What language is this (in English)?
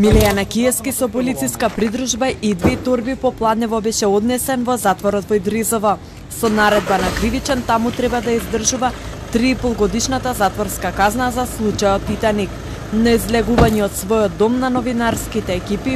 Macedonian